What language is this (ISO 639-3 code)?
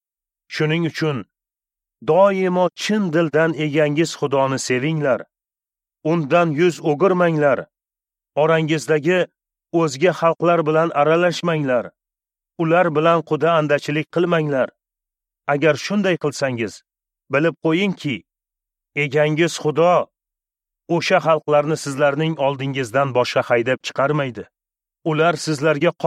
uzb